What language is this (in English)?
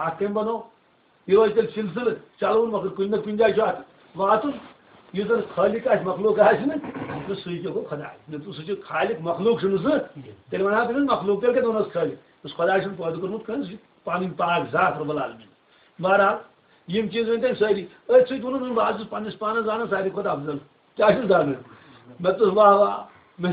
Kashmiri